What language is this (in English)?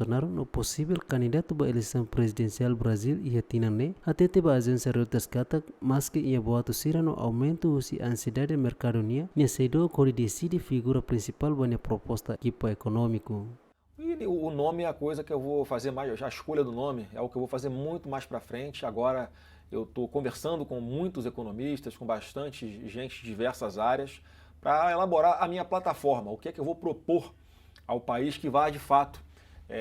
Tetum